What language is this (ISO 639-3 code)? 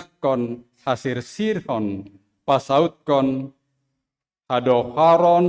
bts